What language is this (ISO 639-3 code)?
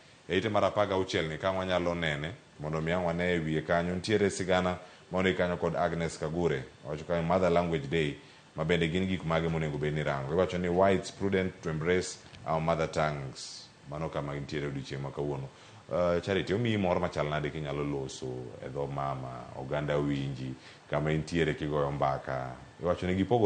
luo